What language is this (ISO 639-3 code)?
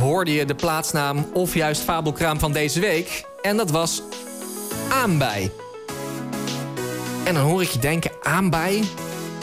nld